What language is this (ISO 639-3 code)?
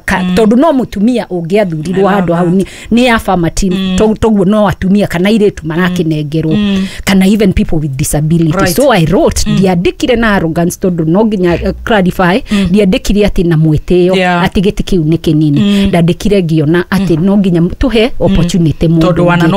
kik